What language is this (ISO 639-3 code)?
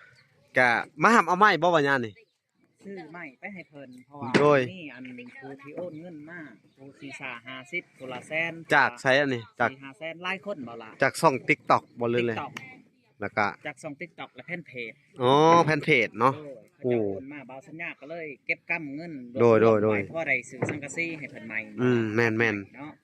lao